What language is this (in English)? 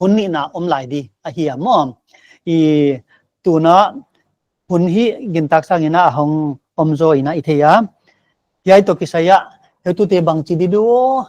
Paite Chin